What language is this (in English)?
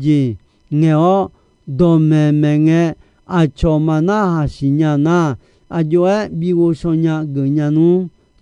Akha